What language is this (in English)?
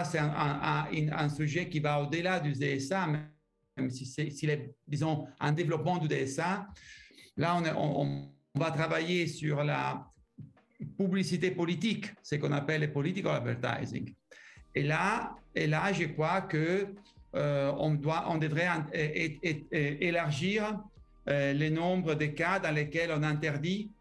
French